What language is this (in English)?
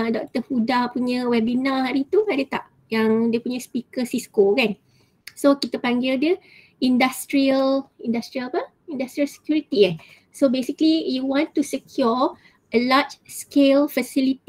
Malay